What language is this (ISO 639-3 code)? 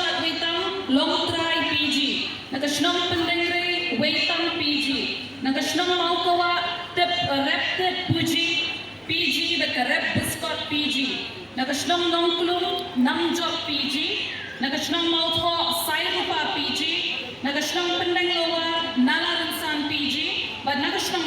kha